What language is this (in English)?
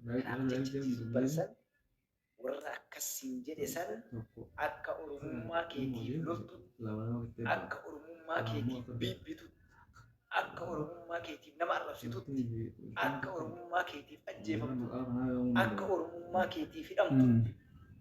Oromo